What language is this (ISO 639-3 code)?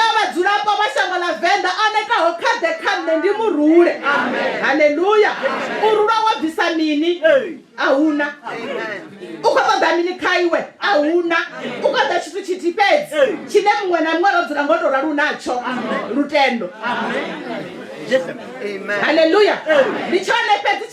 ven